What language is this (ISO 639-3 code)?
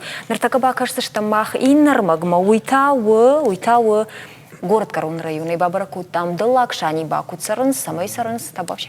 oss